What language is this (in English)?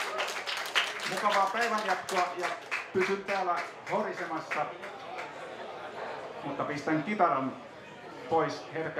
Finnish